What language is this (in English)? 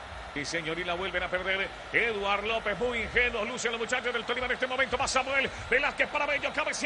Spanish